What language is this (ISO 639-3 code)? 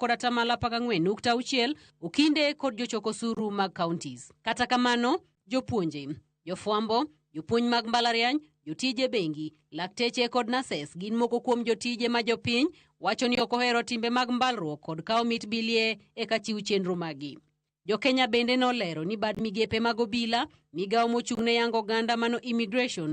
luo